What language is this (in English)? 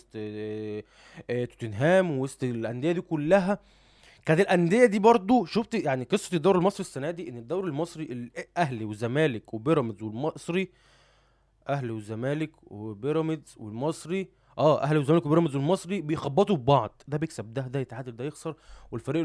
Egyptian Arabic